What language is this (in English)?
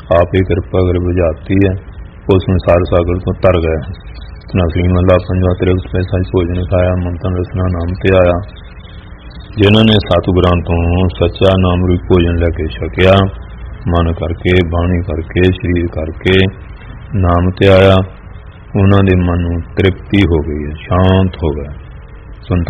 Punjabi